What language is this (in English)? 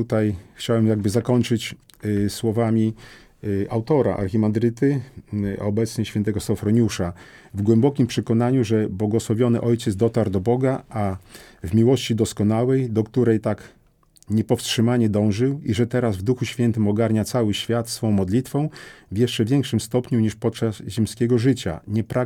Polish